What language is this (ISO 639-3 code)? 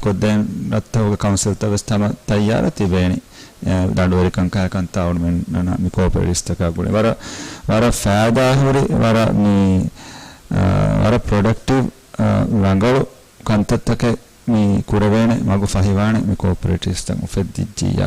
div